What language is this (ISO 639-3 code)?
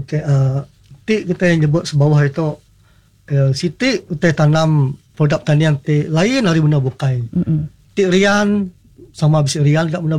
iba